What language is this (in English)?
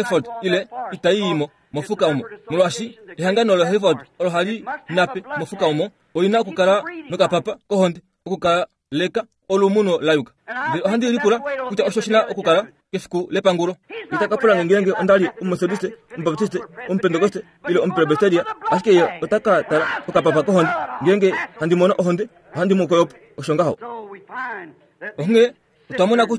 Kuanyama